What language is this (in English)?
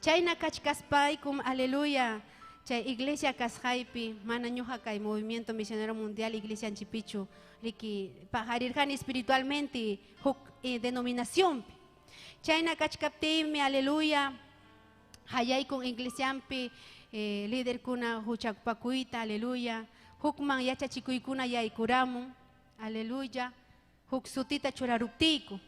Ayacucho Quechua